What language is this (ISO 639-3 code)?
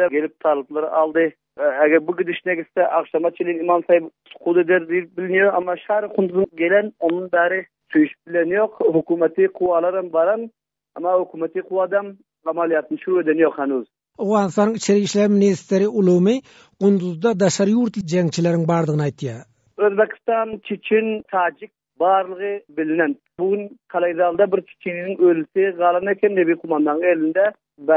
tuk